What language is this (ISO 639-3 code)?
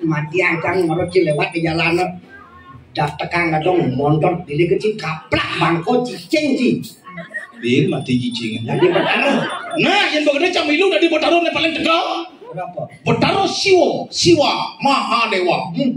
ban